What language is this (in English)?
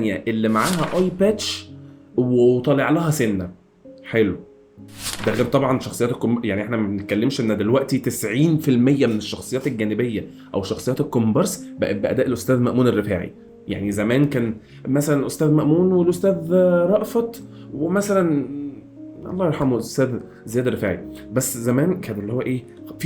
Egyptian Arabic